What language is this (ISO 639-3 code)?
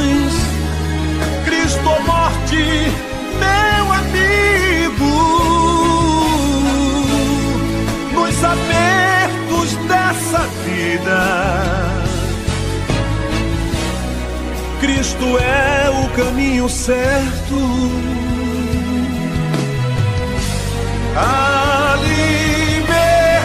por